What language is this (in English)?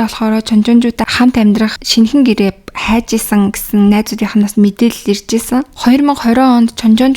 Mongolian